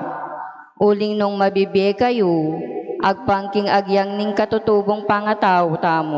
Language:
Pampanga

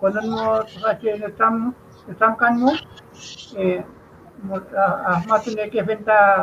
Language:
Mapuche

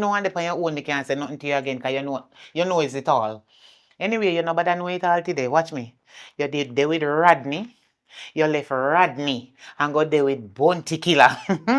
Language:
Jamaican Creole English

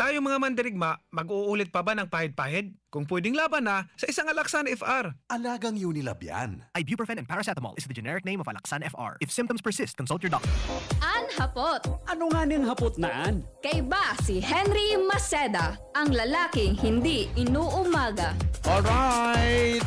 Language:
Bikol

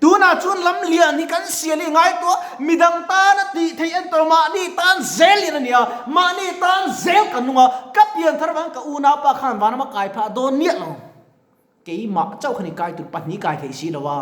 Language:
Mizo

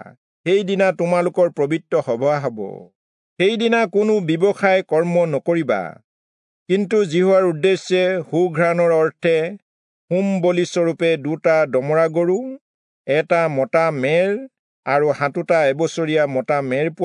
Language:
Assamese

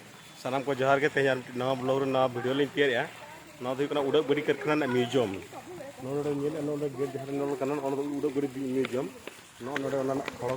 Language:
Santali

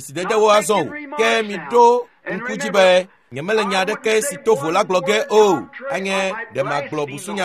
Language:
Ewe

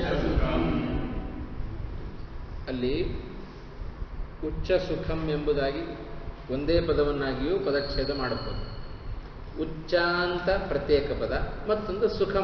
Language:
Kannada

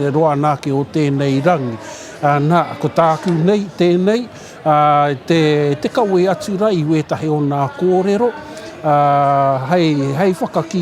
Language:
Māori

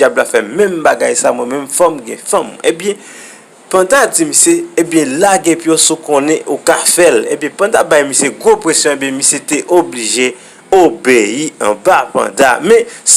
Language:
Haitian Creole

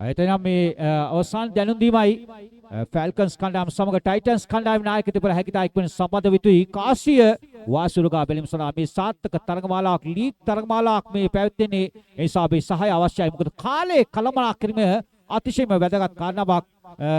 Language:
Sinhala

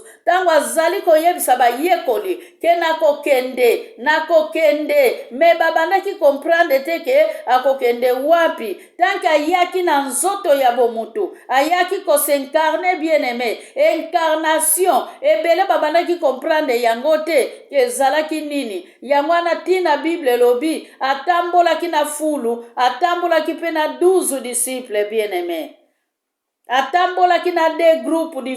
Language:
Lingala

